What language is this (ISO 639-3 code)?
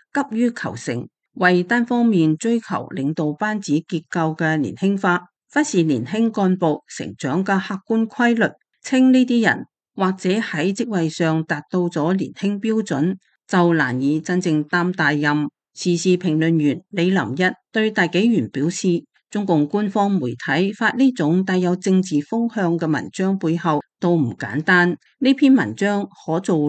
yue